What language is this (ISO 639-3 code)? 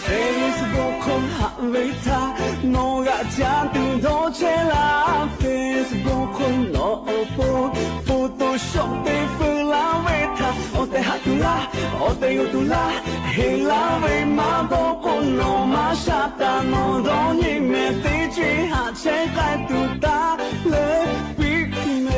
lhu